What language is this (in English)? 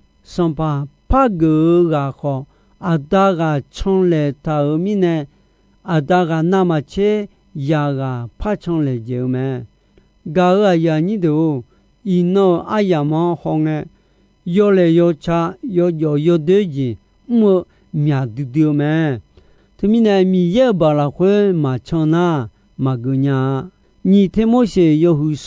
Akha